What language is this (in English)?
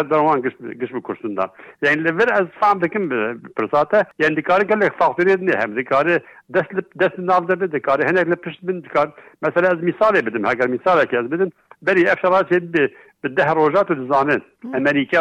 Kurdish